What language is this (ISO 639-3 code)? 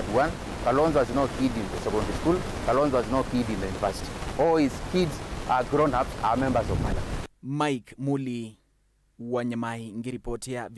kam